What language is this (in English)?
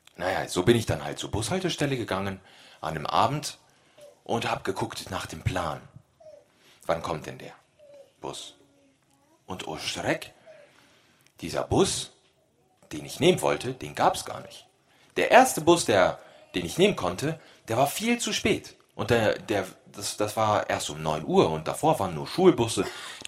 German